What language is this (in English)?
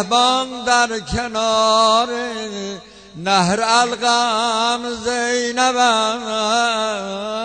Persian